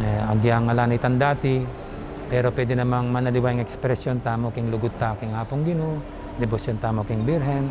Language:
Pampanga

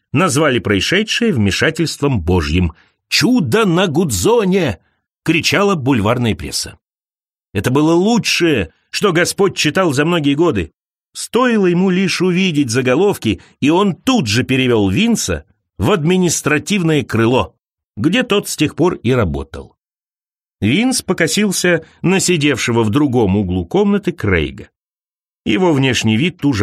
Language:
Russian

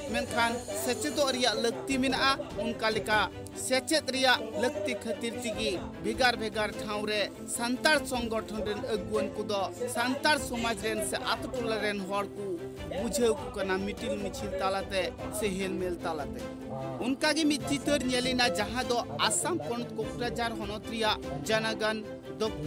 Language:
Santali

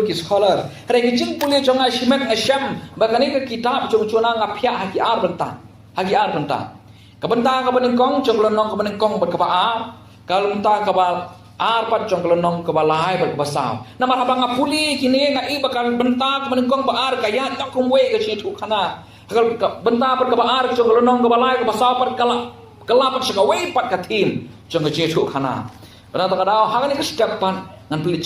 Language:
Khasi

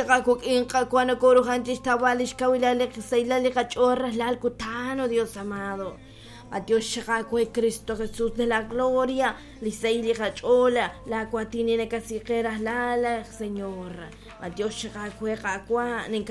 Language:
Kekchí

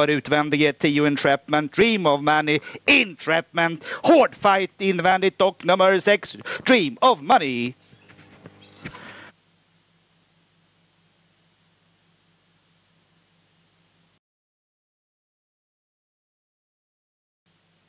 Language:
Swedish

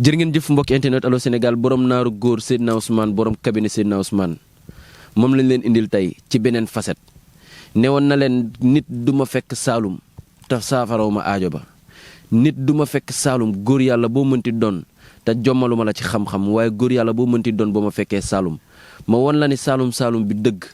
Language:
Wolof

